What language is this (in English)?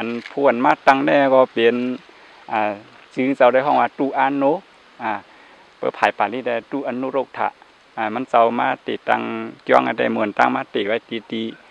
Shan